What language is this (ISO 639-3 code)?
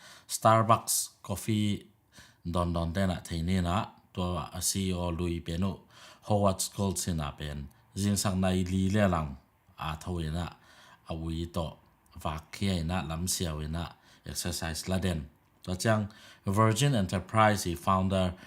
ctd